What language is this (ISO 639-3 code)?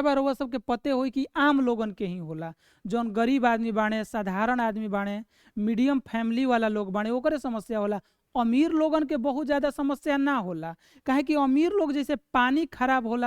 bho